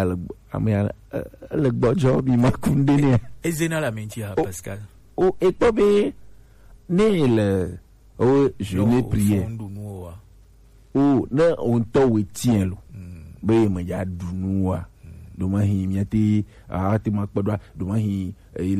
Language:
Gen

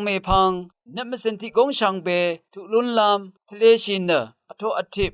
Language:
Rawang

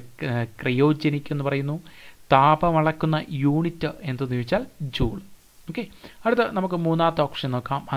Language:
Malayalam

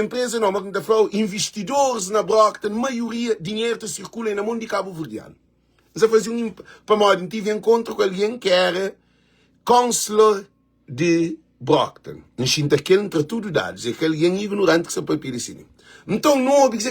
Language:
Kabuverdianu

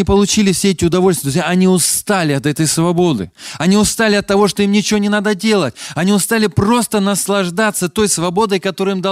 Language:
Russian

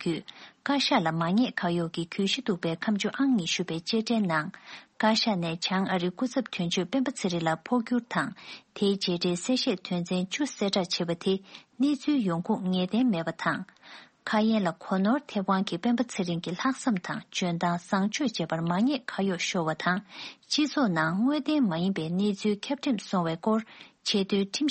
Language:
Tibetan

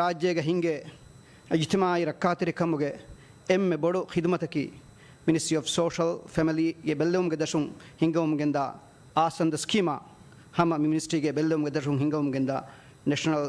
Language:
Divehi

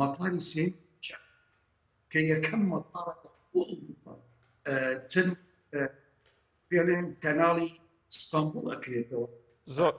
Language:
Central Kurdish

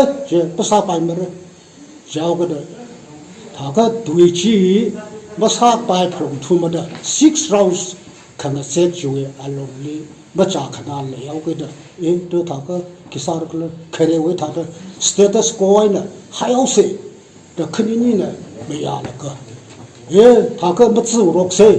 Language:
Tangkhul Naga (India)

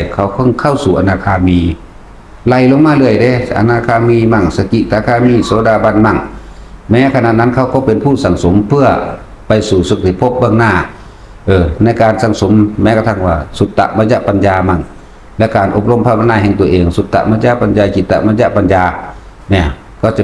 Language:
Northeastern Thai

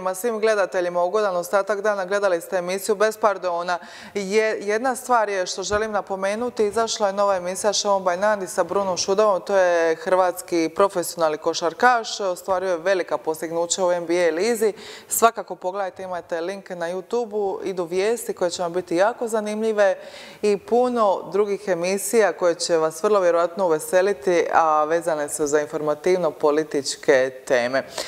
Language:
Croatian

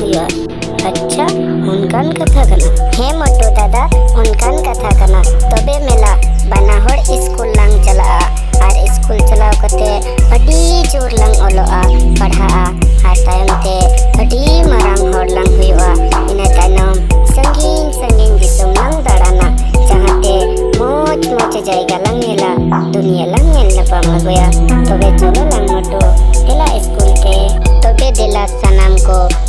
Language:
Santali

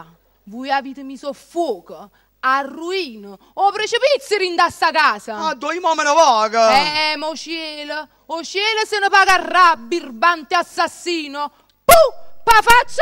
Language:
Neapolitan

